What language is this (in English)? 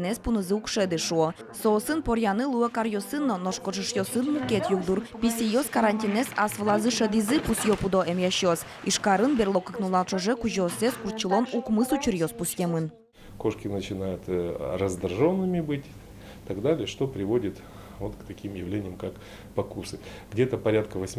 Udmurt